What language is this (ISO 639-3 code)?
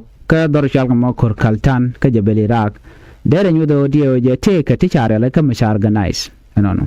nus